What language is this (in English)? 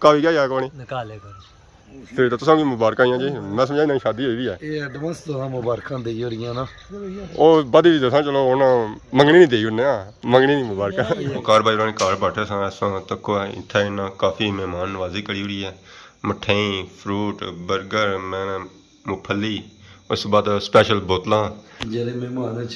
Pahari-Potwari